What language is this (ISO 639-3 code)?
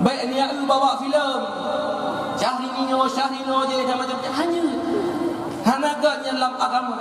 ace